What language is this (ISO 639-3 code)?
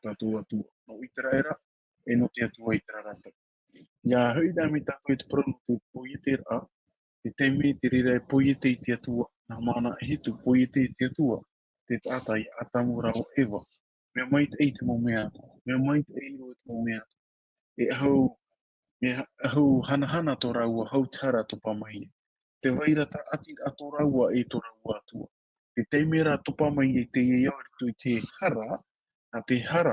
tah